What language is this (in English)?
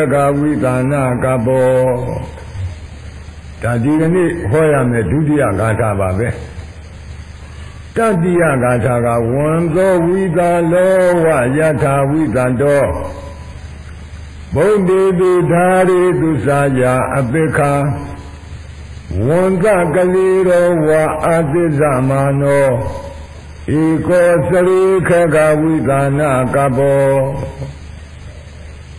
Burmese